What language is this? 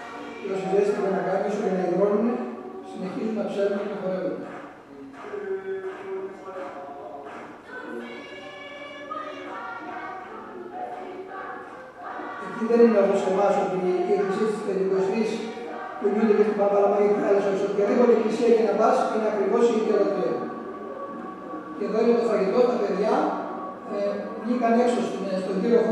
Greek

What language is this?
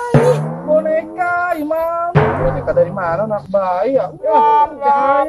Betawi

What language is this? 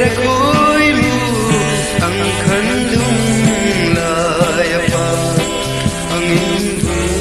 Hmar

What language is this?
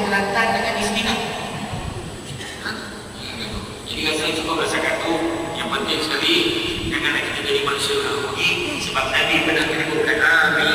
Malay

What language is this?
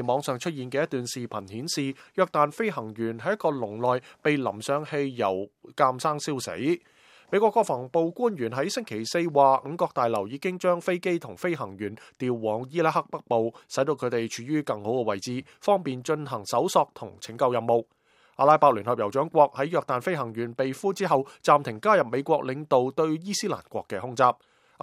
Cantonese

